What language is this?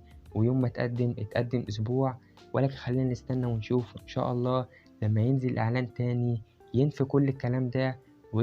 Egyptian Arabic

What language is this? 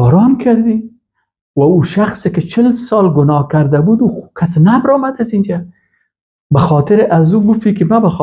Persian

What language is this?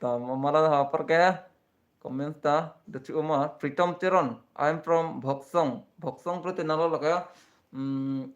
Karbi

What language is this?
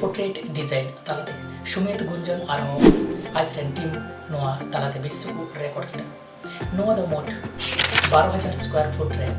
Santali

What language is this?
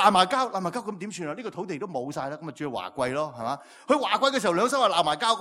Cantonese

